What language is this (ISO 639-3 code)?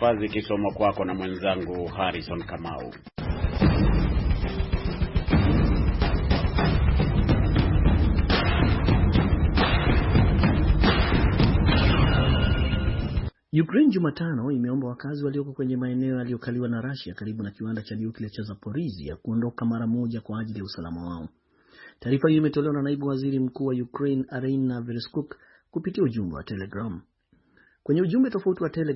swa